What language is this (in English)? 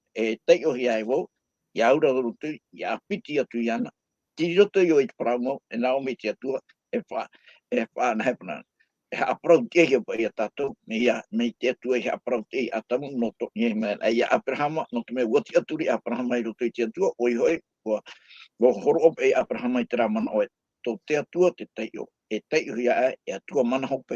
Tahitian